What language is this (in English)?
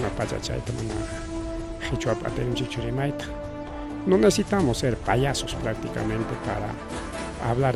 Ayacucho Quechua